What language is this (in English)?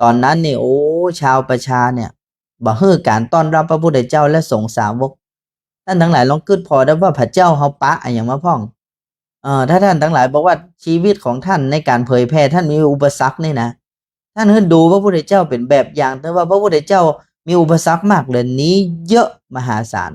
Northern Thai